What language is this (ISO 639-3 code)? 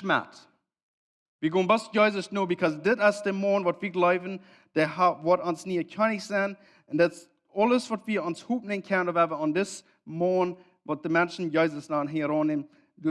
pdt